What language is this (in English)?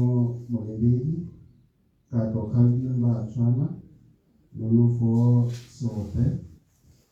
Tswana